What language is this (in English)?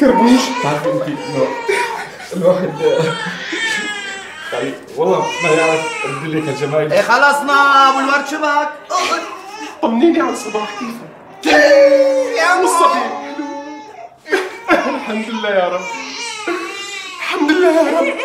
North Levantine Arabic